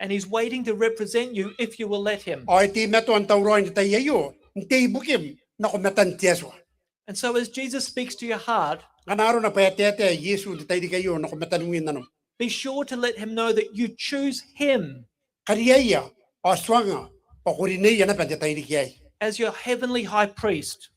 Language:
Gilbertese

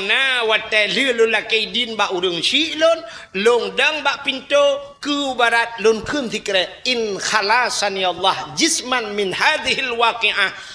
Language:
Achinese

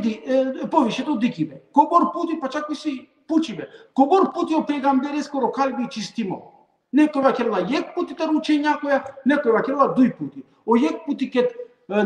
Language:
Balkan Romani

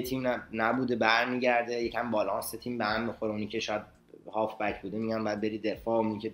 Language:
Persian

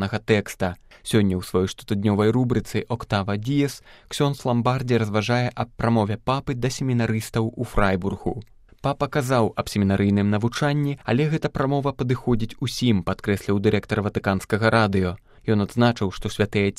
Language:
Belarusian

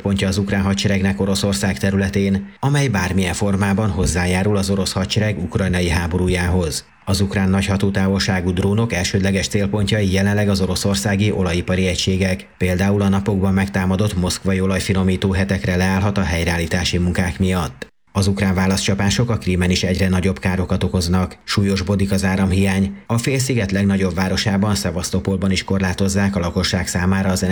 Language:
Hungarian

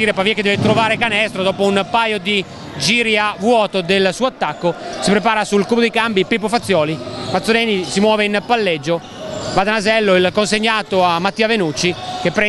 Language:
Italian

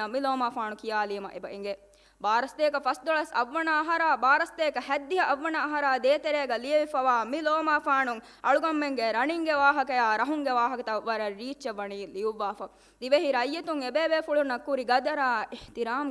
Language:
Divehi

